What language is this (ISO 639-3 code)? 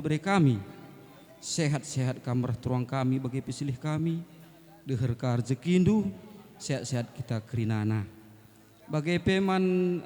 btx